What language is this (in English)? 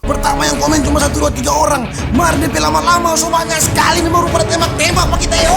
Manado Malay